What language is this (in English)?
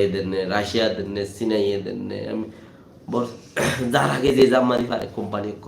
Rohingya